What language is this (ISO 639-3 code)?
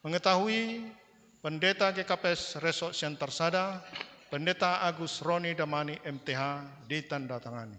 bts